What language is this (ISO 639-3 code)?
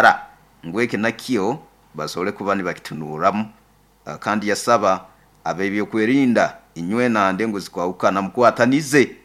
nyo